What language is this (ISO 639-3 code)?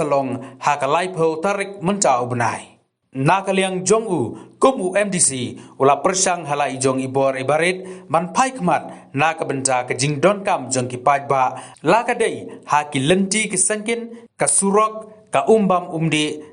kha